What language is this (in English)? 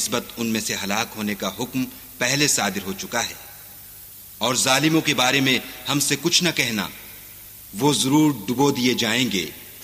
Urdu